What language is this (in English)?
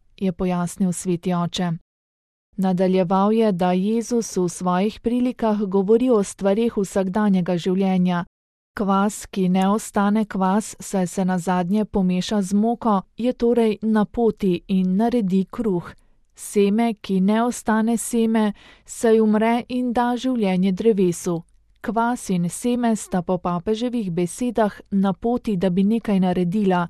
Slovenian